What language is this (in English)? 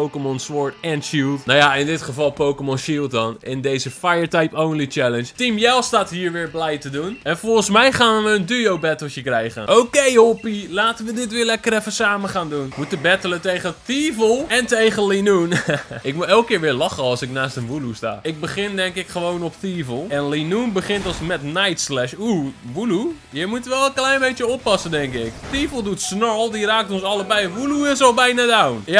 Dutch